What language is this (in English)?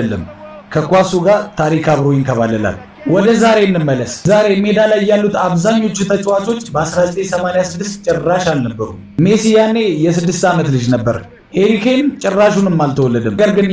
Amharic